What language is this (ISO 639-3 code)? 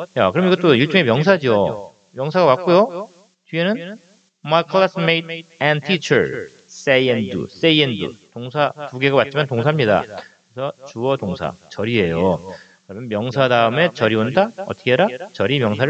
kor